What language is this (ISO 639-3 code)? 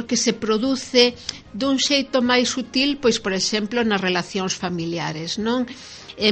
glg